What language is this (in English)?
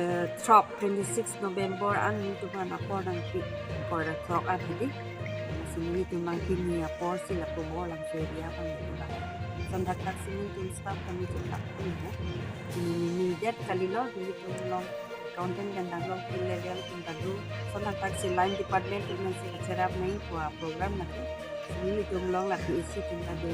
Karbi